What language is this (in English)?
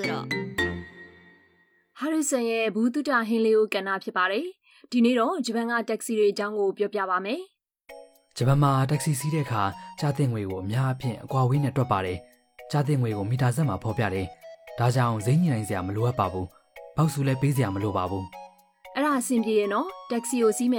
Burmese